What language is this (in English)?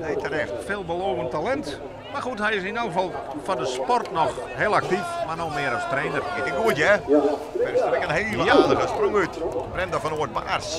Western Frisian